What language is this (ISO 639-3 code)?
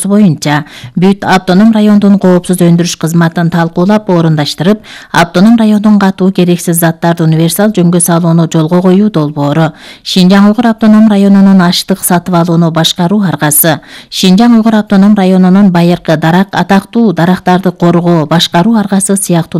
kir